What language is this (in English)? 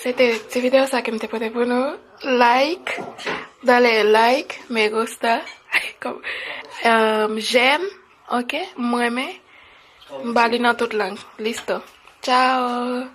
Haitian Creole